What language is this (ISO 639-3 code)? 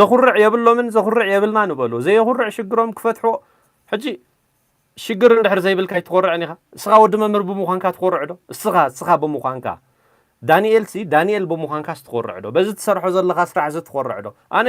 tir